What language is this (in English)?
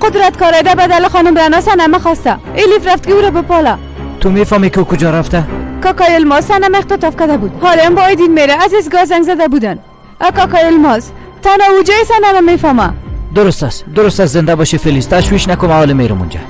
Persian